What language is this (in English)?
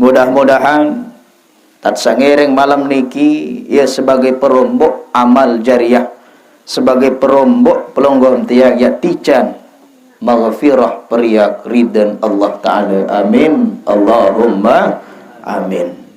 Sasak